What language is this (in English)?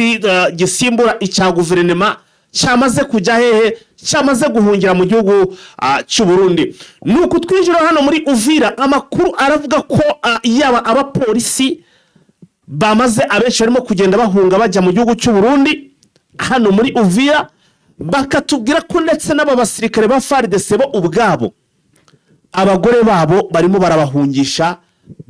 Kinyarwanda